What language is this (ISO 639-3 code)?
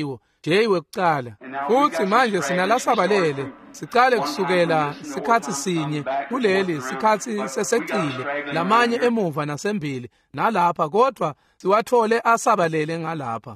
ssw